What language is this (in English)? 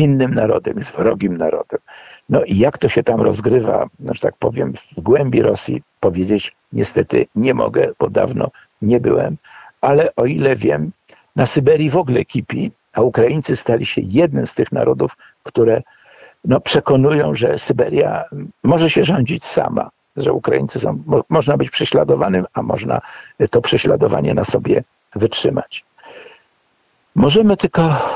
Polish